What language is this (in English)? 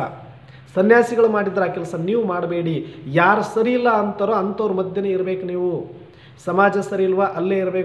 Kannada